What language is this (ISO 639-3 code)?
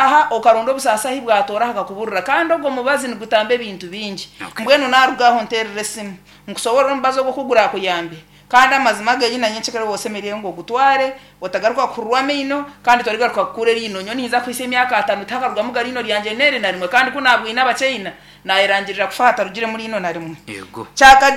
nyn